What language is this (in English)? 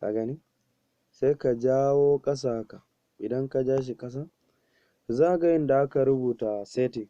Hausa